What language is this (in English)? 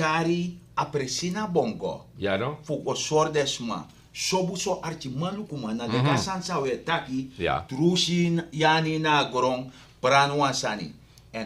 Sranan Tongo